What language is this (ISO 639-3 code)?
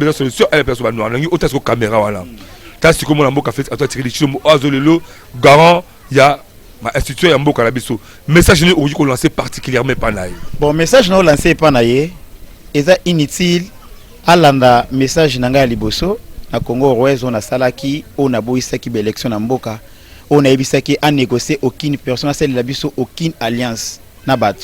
lin